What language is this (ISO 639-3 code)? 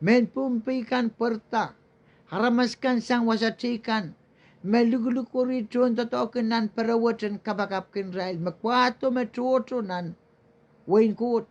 pon